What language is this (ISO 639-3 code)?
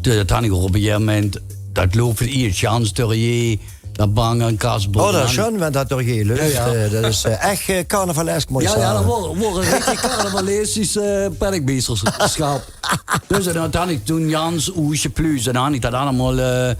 lim